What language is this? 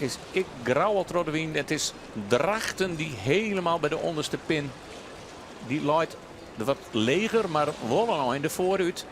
Western Frisian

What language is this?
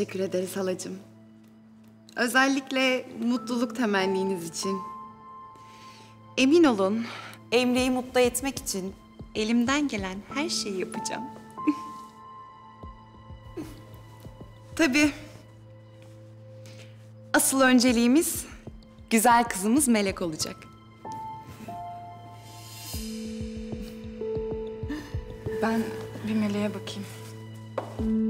Turkish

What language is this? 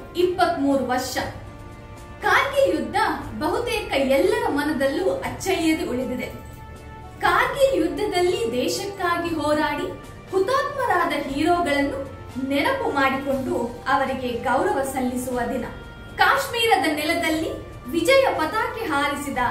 Kannada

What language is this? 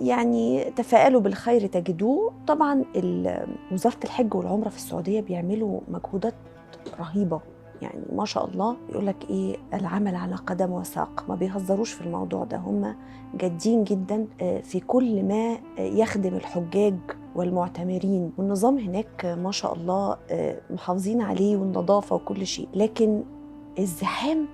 Egyptian Arabic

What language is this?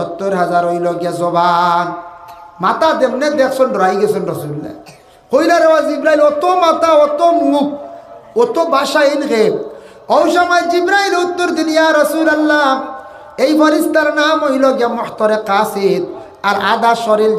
Sylheti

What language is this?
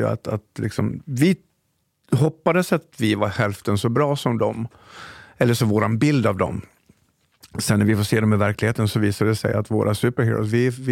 Swedish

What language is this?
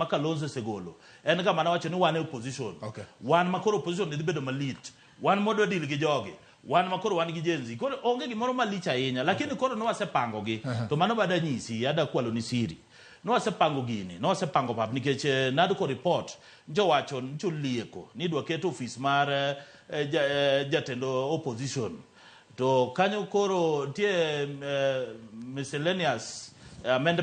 Luo (Kenya and Tanzania)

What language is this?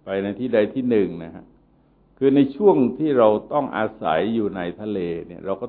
Thai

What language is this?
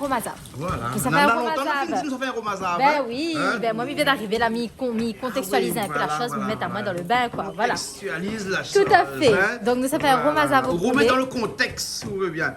Réunion Creole French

